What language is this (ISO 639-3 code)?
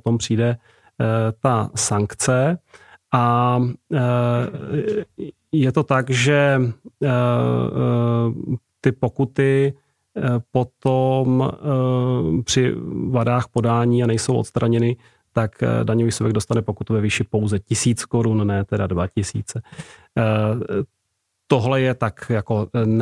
ces